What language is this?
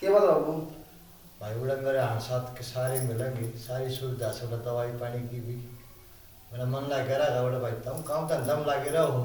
Haryanvi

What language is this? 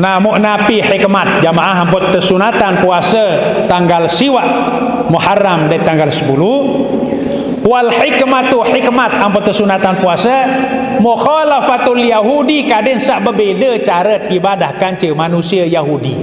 Sasak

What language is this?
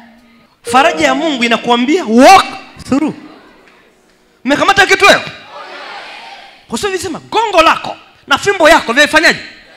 Swahili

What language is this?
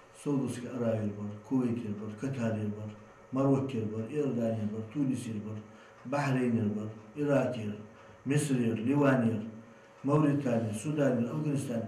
Ingush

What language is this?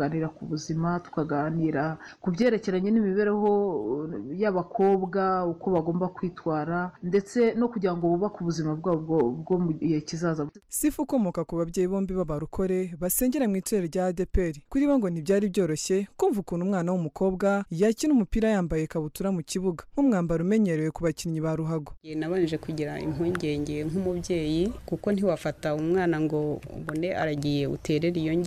Kinyarwanda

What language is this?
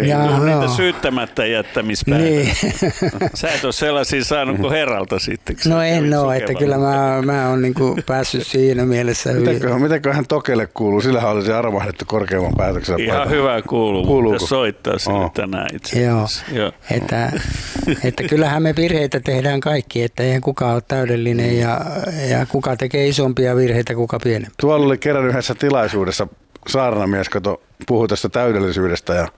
Finnish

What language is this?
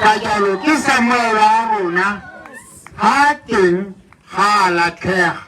Tswana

